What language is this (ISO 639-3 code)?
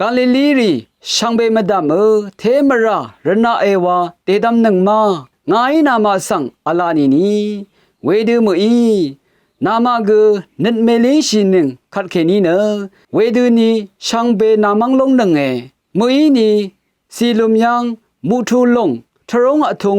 raw